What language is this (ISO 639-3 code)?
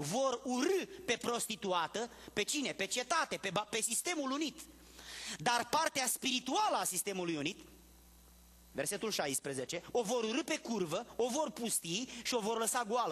ron